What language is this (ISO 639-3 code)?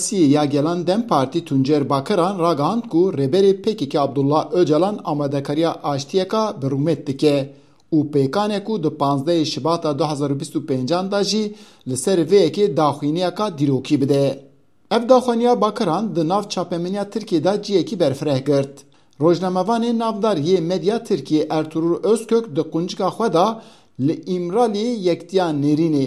kur